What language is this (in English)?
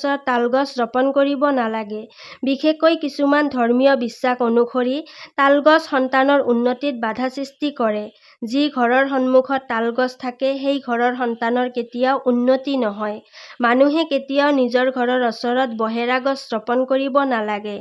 Assamese